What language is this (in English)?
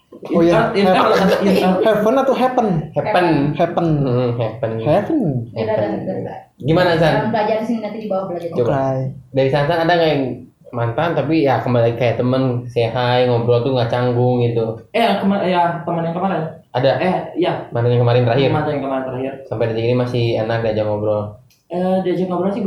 Indonesian